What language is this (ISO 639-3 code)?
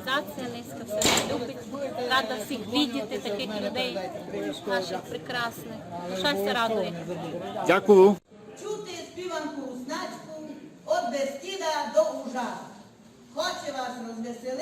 rue